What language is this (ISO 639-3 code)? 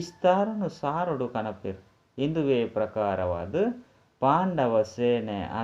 tcy